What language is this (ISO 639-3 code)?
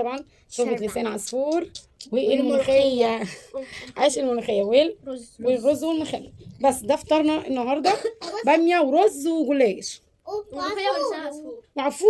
arz